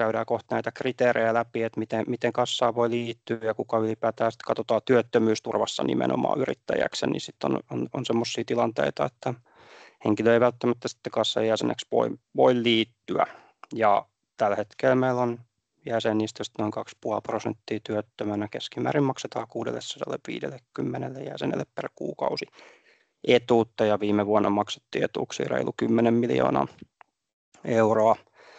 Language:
Finnish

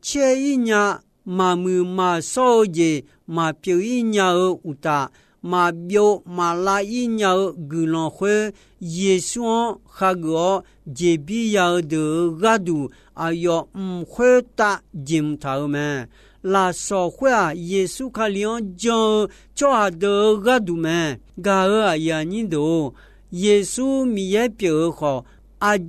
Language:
Akha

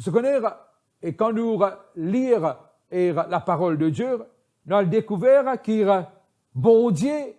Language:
Morisyen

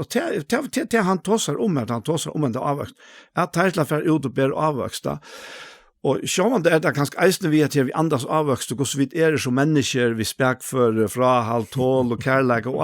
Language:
Faroese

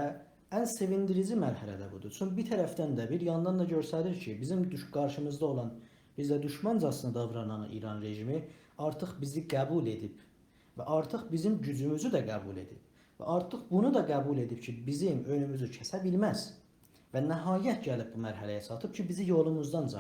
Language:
South Azerbaijani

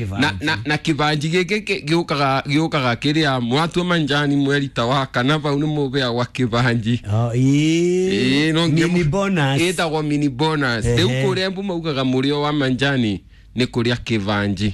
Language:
Kikuyu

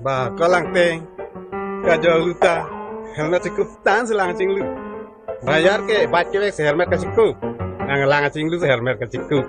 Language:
Karbi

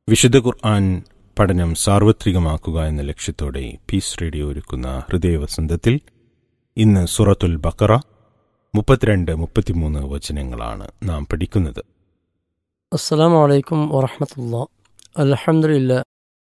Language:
Malayalam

